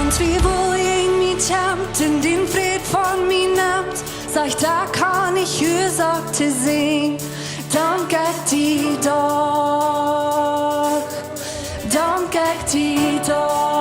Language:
Plautdietsch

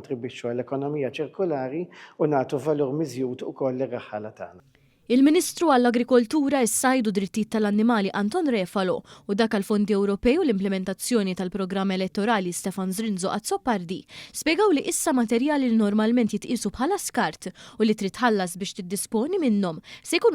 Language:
Maltese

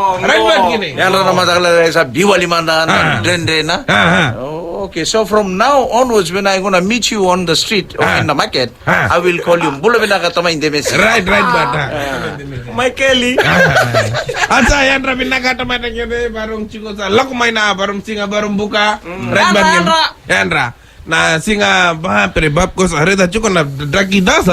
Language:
Fijian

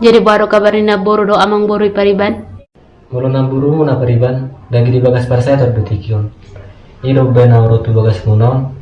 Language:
Batak Toba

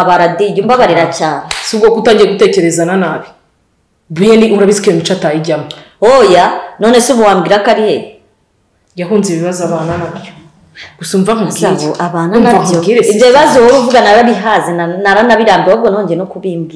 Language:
Kinyarwanda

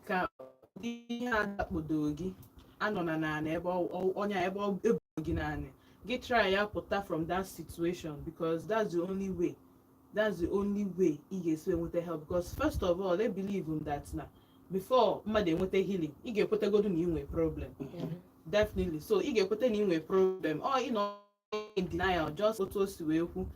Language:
Igbo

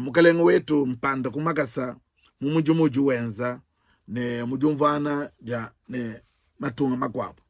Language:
Luba-Lulua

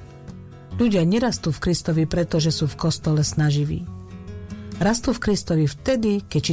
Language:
Slovak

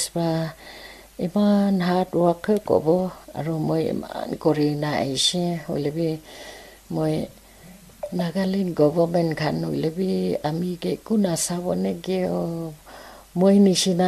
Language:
Naga Pidgin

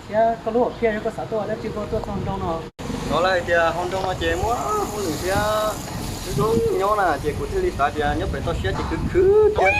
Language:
Hmong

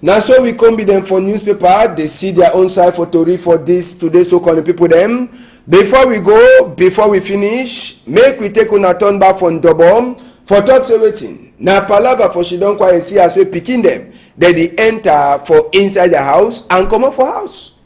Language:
Cameroon Pidgin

